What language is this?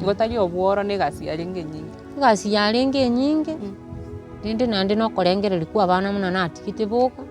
Gusii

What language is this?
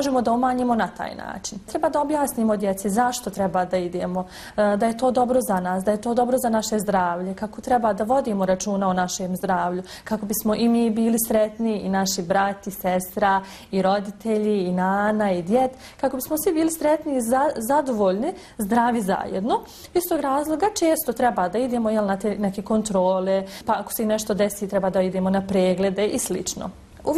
Bosnian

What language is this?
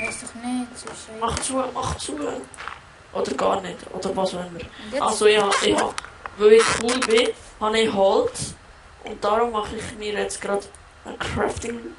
Swiss German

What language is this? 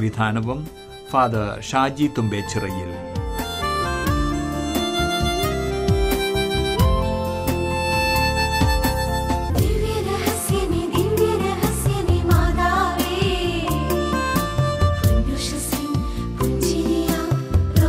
Malayalam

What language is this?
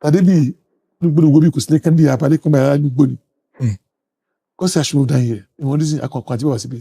Yoruba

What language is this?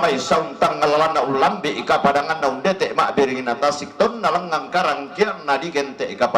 Toraja-Sa'dan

